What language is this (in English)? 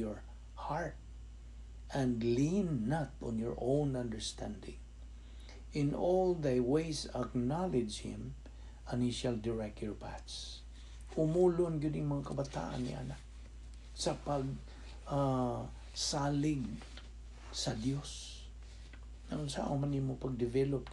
Cebuano